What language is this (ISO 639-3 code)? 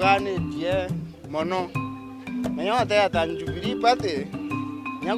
mer